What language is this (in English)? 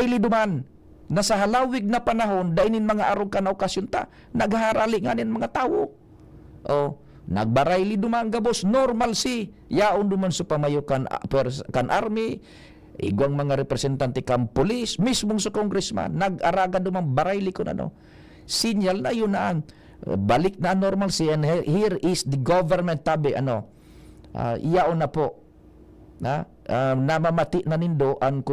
Bikol